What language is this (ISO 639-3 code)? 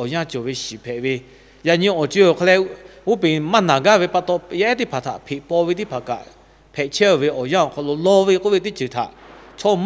lhu